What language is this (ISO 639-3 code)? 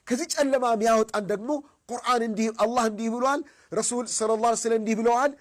amh